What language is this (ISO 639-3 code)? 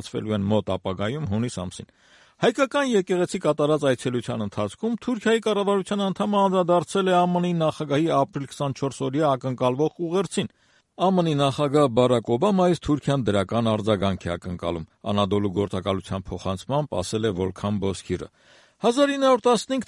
hye